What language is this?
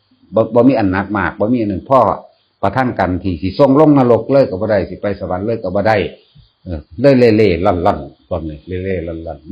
Northeastern Thai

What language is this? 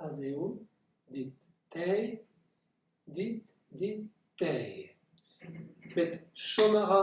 Breton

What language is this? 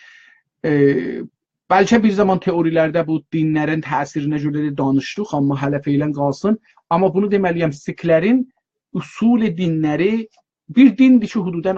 South Azerbaijani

